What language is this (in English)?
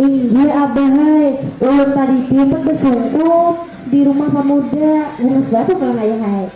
Banjar